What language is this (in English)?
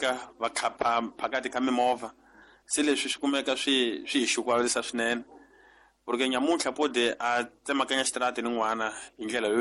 Tsonga